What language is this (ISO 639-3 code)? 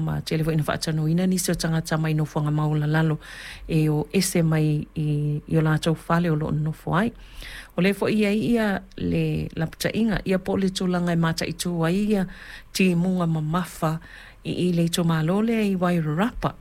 smo